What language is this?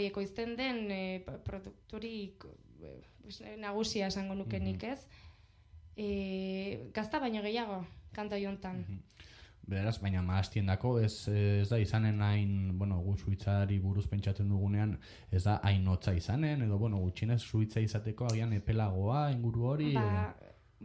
Basque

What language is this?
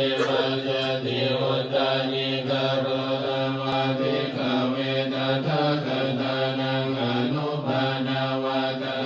Pali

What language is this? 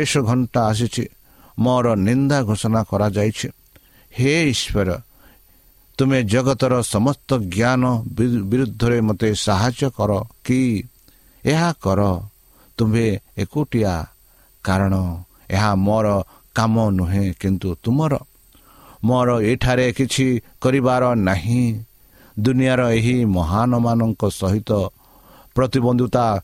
Odia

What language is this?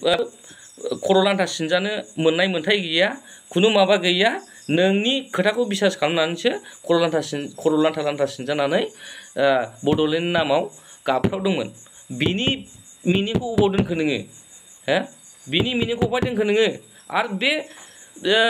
Bodo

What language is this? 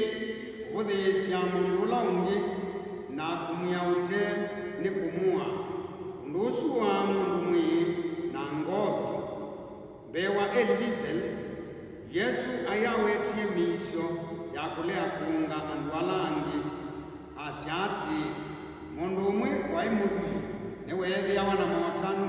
Kamba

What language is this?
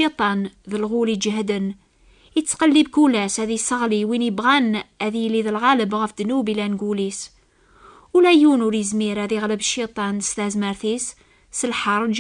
Kabyle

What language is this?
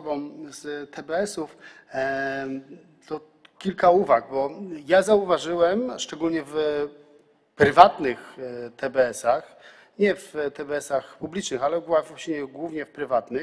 Polish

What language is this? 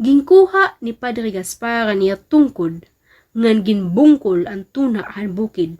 Waray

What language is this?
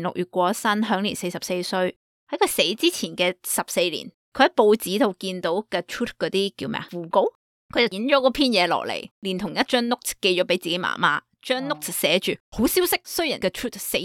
Cantonese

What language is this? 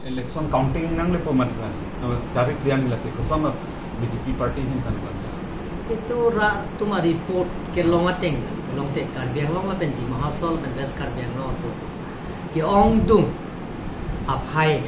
Karbi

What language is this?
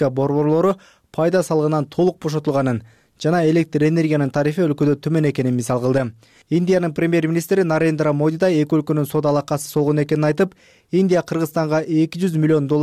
Kyrgyz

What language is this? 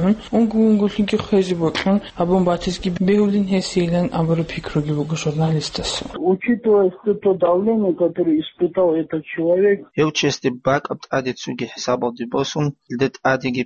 Avaric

